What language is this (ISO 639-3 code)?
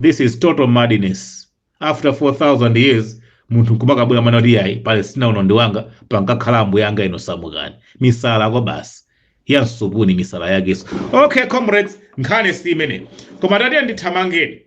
nya